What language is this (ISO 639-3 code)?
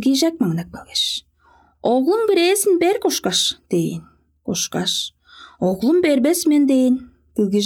tyv